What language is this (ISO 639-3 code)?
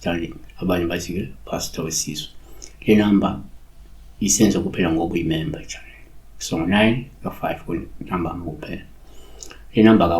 zul